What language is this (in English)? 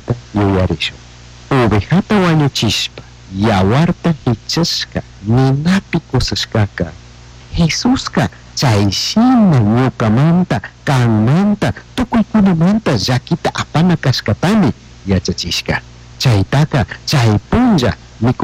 Chimborazo Highland Quichua